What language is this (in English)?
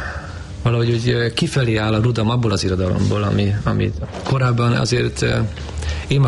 Hungarian